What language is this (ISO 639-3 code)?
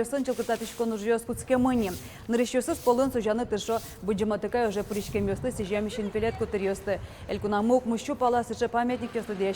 udm